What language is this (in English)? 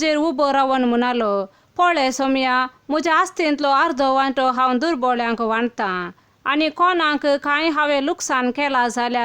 Konkani